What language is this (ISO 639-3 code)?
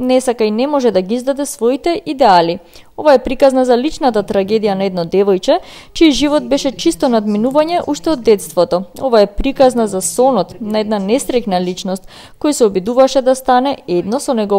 mkd